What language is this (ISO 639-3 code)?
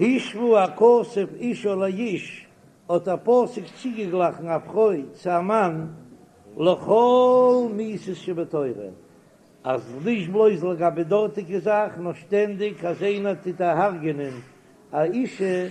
yid